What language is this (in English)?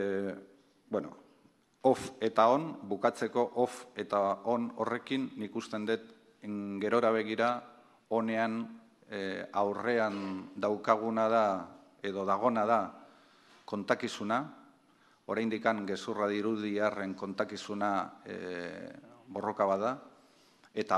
Basque